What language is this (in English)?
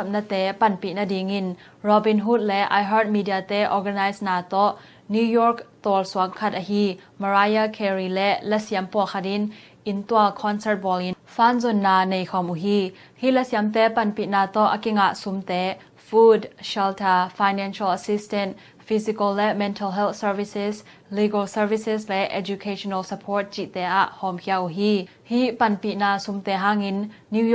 Tedim Chin